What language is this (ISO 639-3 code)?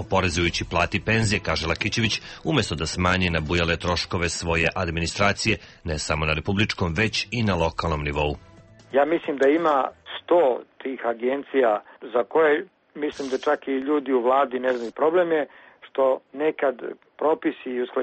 srp